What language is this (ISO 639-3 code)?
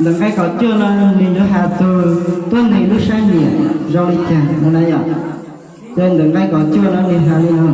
hmn